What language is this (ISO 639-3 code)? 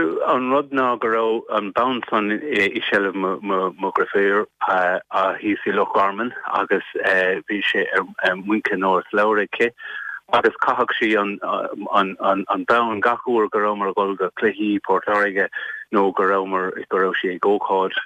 gle